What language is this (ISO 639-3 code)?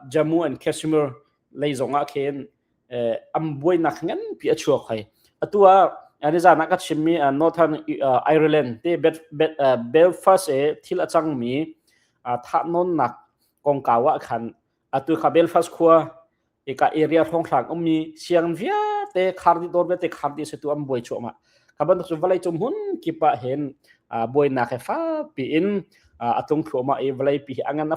cnh